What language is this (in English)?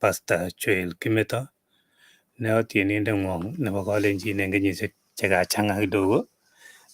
Kalenjin